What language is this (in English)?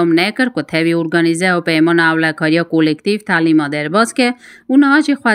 Kurdish